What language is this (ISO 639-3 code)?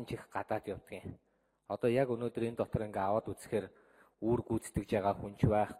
mon